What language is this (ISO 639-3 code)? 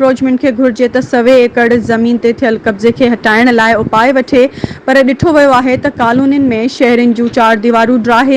snd